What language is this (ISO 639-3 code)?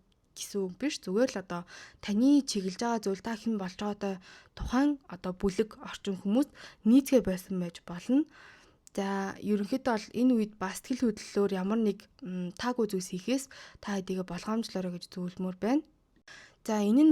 mon